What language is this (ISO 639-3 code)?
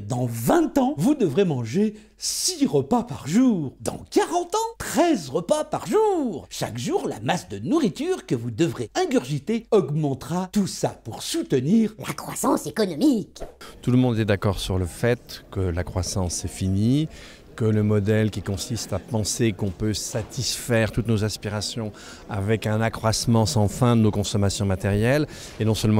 fra